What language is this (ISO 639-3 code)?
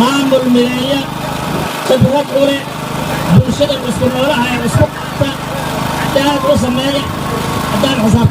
som